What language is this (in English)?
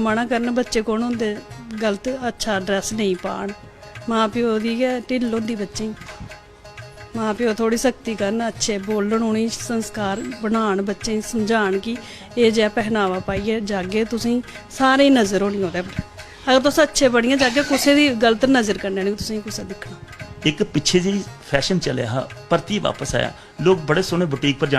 Dogri